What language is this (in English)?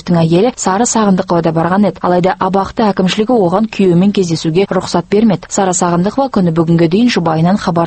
Kazakh